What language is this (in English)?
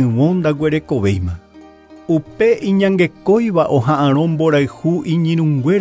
Guarani